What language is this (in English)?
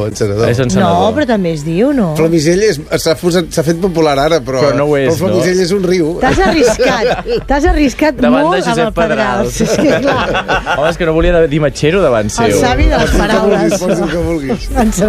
Catalan